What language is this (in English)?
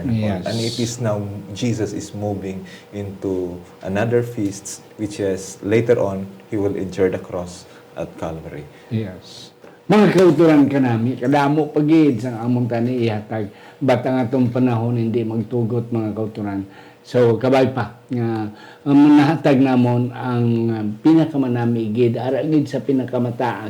Hiligaynon